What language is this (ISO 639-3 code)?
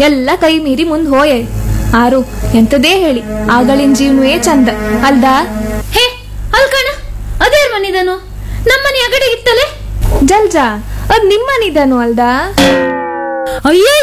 kan